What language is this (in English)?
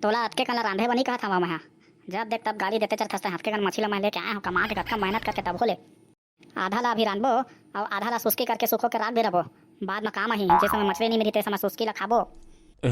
Chhattisgarhi